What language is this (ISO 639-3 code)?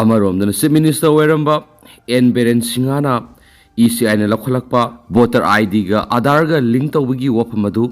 mni